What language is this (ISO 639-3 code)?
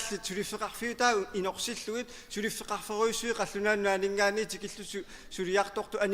kal